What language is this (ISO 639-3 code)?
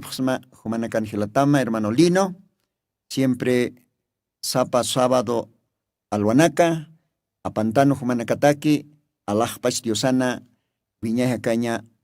aym